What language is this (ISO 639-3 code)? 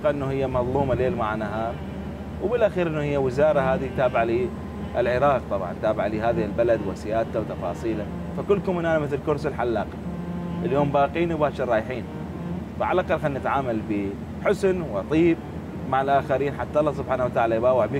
acm